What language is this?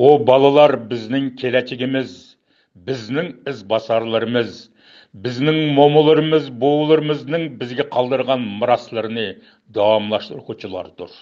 Uyghur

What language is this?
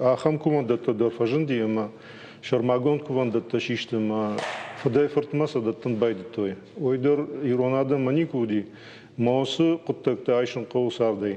Ossetic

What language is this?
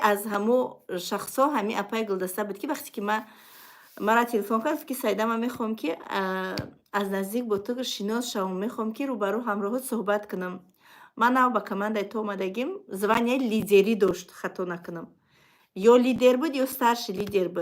Tajik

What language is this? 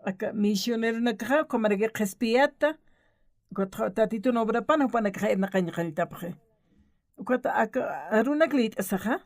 Aymara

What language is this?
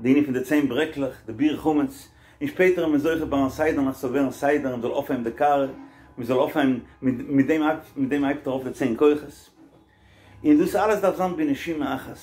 Yiddish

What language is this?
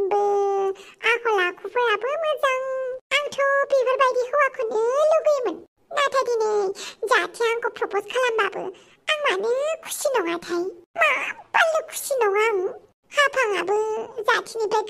Bodo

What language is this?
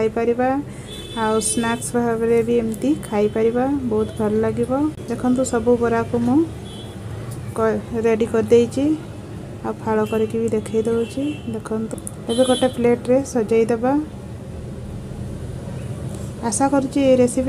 Odia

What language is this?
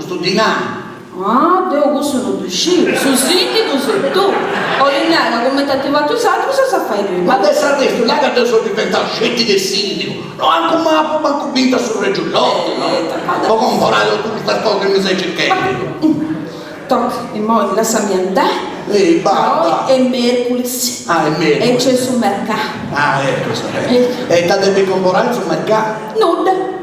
Sardinian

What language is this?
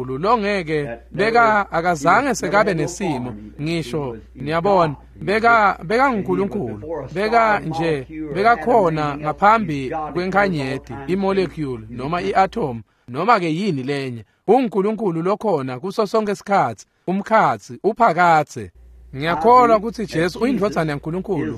Swati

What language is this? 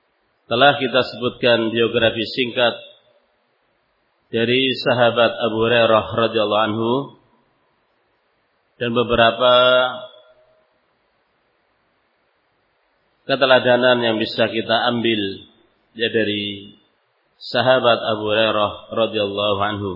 Indonesian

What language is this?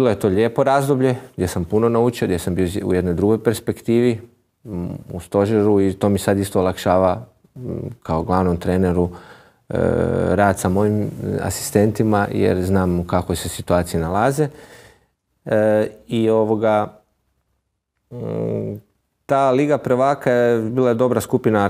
Croatian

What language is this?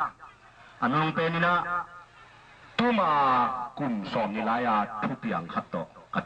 Tedim Chin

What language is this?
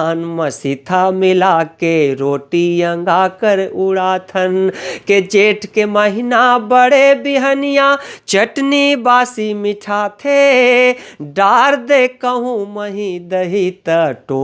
Chhattisgarhi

